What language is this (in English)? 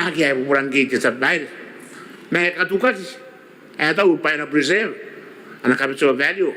Gilbertese